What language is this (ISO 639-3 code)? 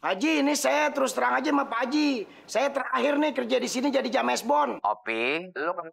bew